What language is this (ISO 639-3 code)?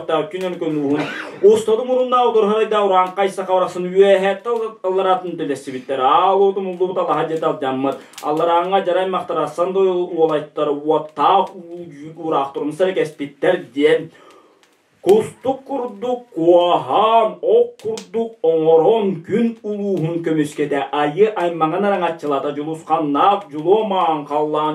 sah